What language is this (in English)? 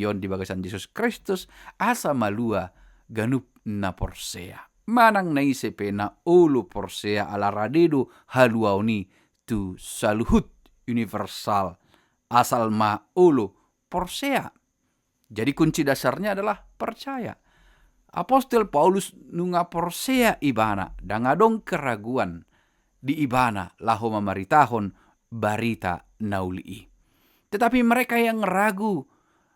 Batak Toba